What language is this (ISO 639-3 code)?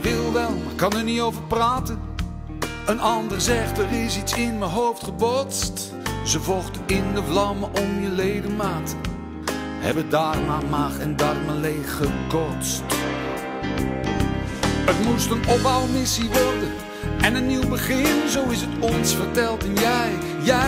nld